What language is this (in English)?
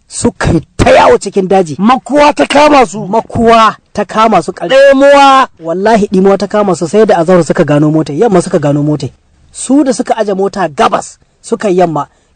Hausa